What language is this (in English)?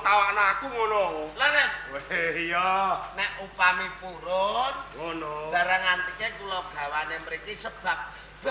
Javanese